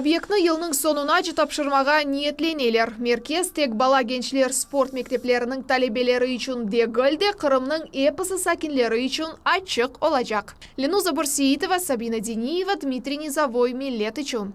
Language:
Crimean Tatar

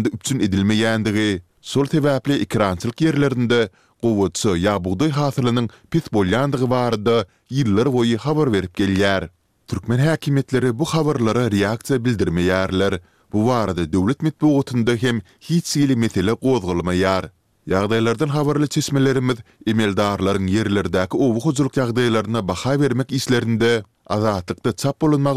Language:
Turkmen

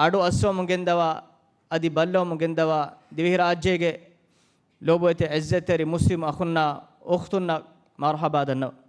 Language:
Divehi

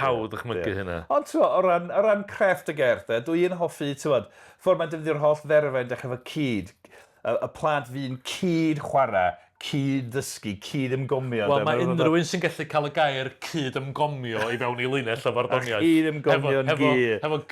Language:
Welsh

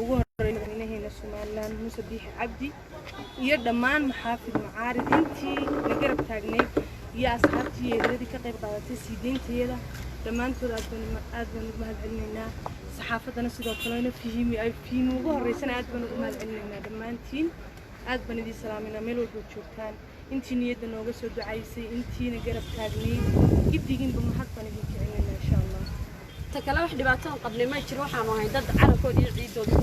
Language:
Somali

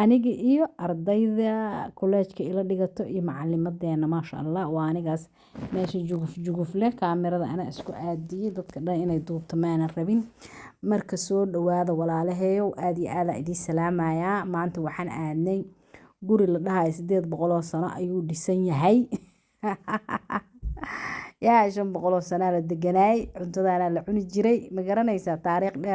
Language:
Somali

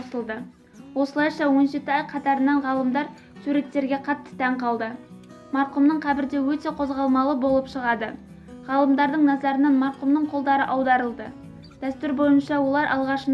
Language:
Kazakh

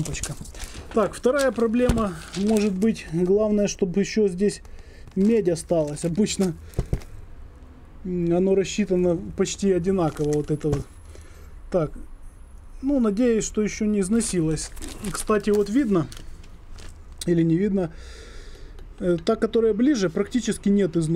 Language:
Russian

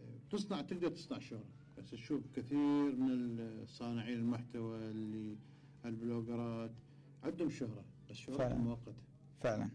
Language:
Mesopotamian Arabic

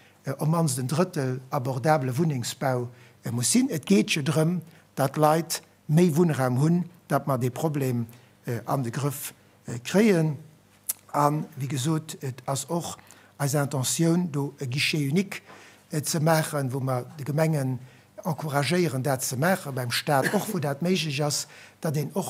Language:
Luxembourgish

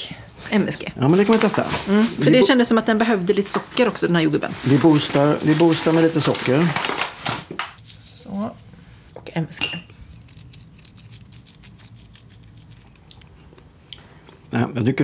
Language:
Swedish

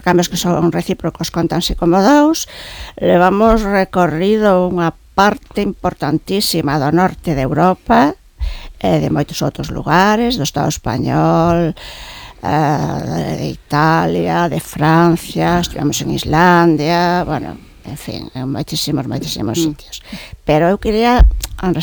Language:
Galician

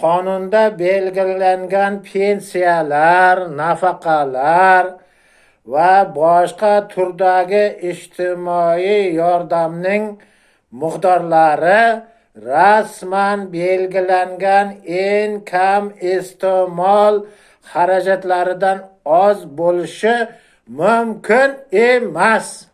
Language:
Uzbek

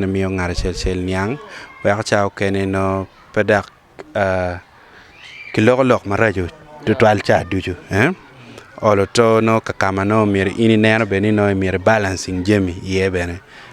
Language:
Acoli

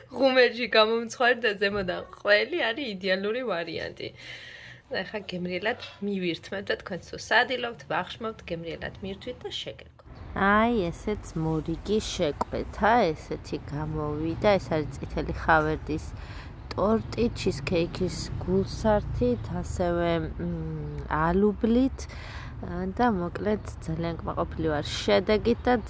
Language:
Georgian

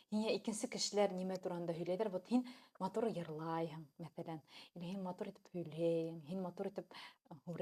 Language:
Bashkir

